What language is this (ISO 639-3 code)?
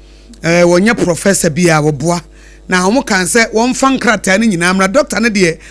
aka